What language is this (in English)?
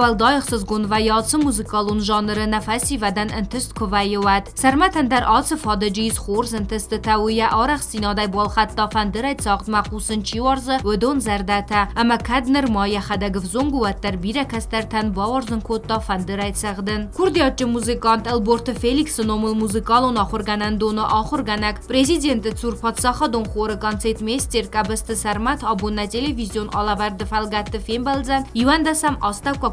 Ossetic